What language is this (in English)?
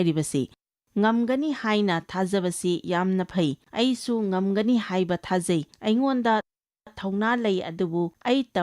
Manipuri